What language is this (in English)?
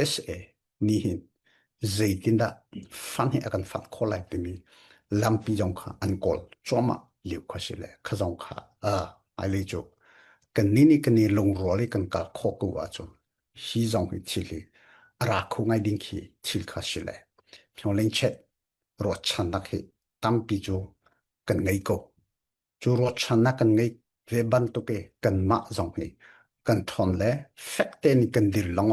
Falam Chin